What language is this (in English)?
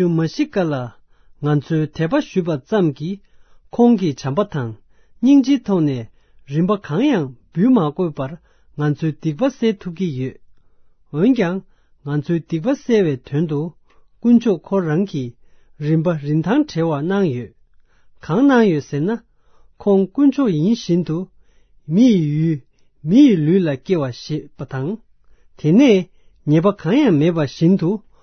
Tibetan